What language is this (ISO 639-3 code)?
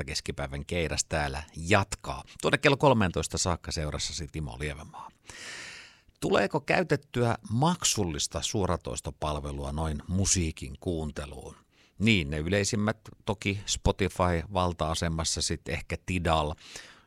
fin